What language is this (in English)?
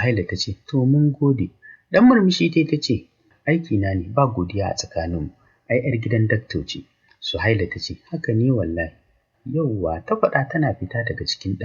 Hausa